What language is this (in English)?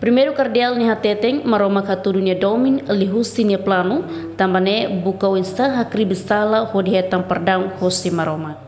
Tetum